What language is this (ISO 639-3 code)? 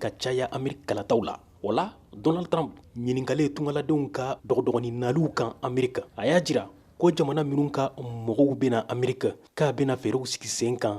bam